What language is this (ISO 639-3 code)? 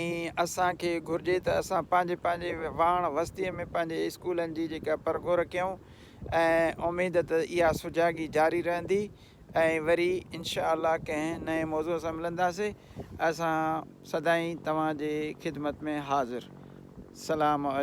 snd